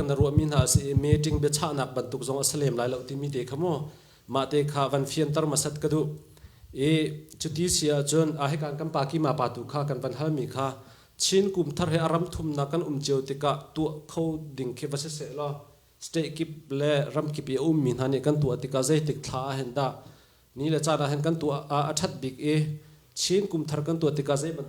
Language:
Hakha Chin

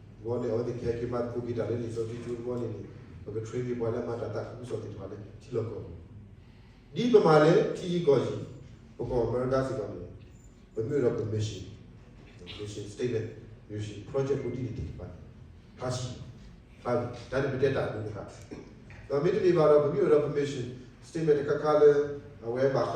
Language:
S'gaw Karen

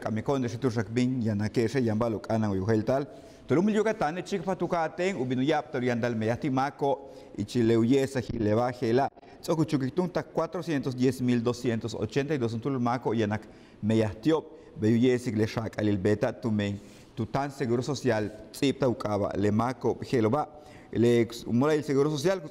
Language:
Yucateco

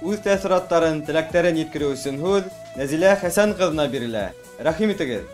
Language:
Bashkir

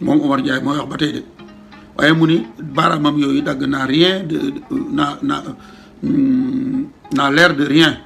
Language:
Wolof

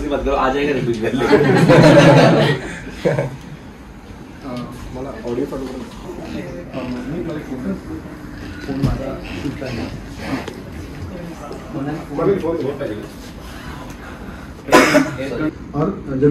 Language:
Marathi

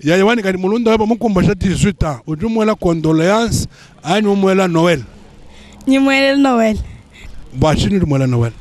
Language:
Luba-Lulua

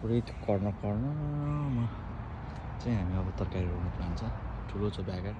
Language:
Nepali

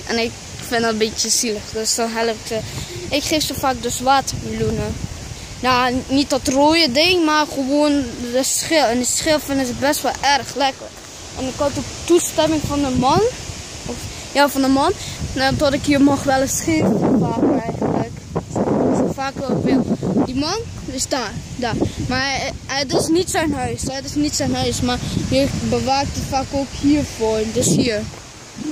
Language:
Dutch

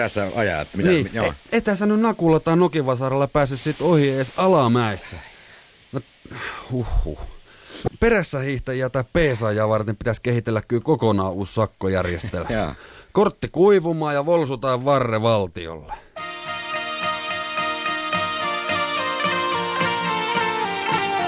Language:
Finnish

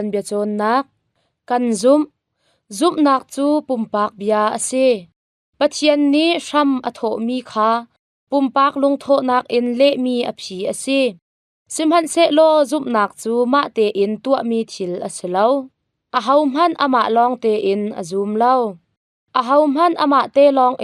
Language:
Hakha Chin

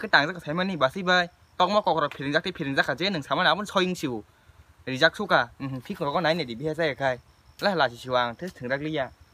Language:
Kok Borok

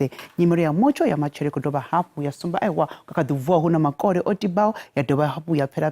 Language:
Venda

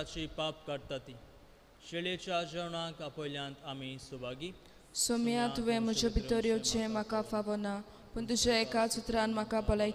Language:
Konkani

